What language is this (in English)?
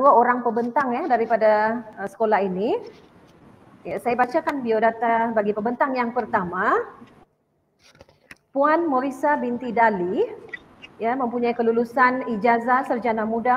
Malay